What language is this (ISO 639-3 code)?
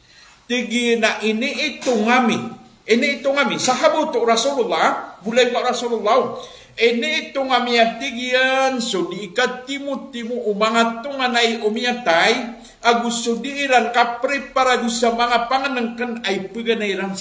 mrw